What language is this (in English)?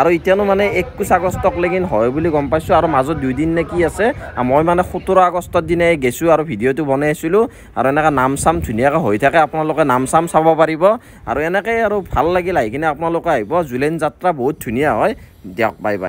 Assamese